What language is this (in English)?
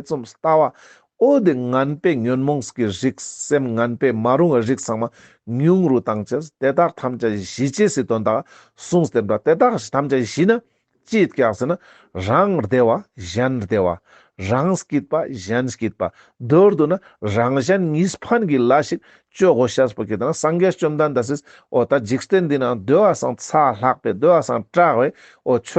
Ladakhi